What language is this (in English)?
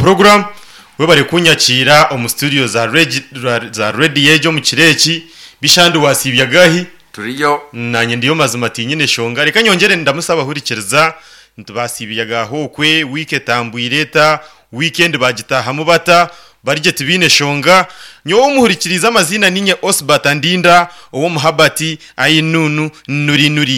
Nyankole